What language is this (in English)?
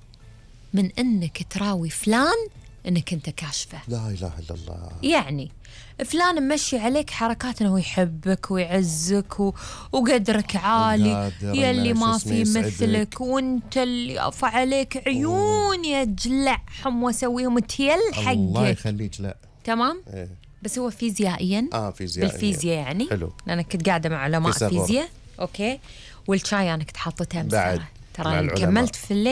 Gulf Arabic